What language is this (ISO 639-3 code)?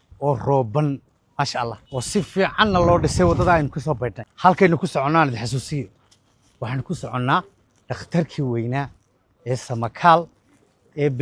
som